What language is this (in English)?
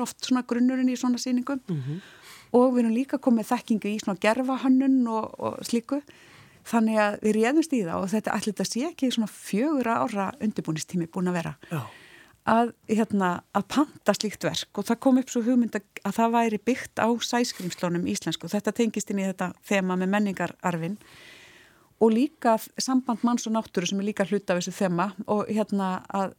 Icelandic